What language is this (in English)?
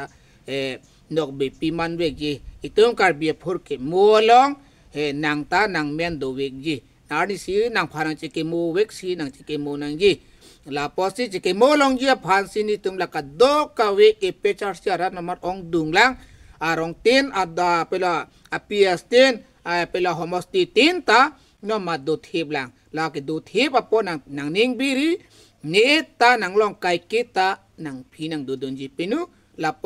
Karbi